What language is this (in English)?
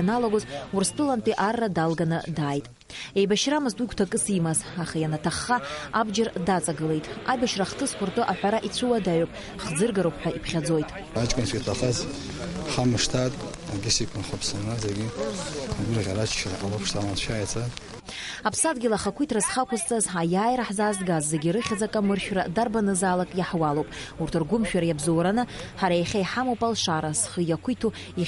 Abkhazian